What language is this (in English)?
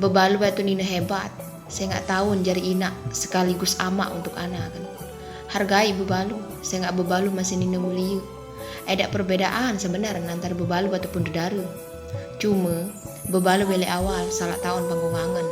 Sasak